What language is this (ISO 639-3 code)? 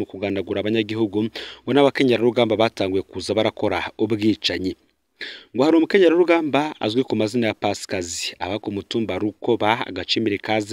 run